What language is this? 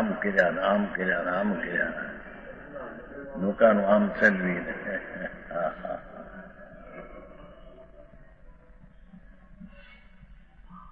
Gujarati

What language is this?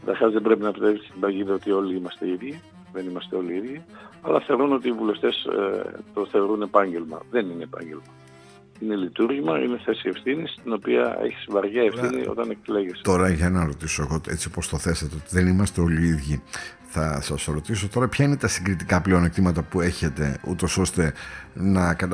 Greek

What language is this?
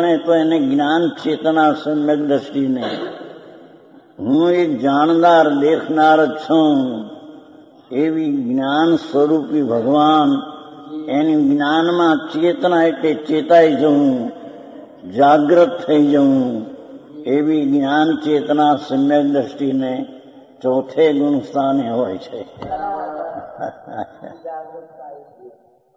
Gujarati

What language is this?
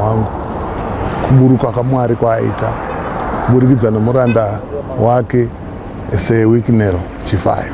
Shona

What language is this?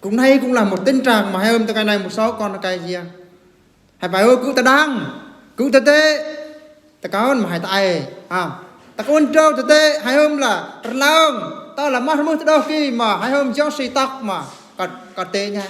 Eastern Bru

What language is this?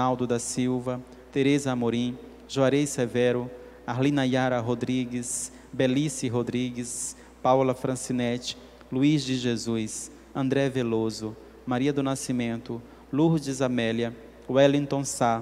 Portuguese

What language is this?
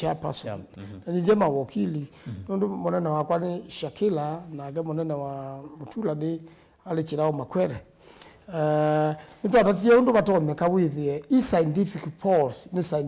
Kamba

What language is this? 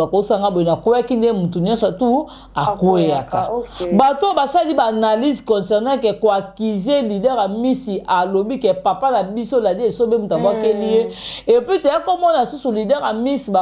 Lingala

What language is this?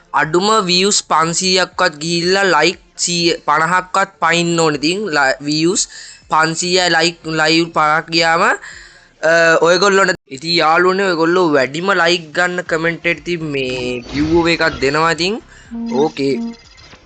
Sinhala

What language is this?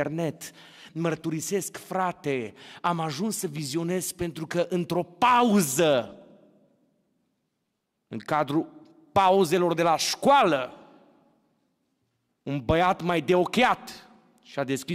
Romanian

